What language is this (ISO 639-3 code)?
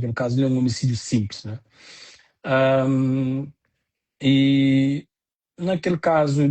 kea